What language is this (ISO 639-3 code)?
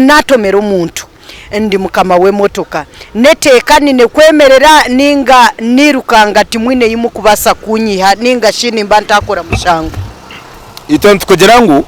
nyn